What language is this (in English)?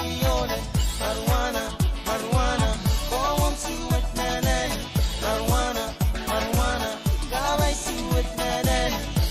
Pohnpeian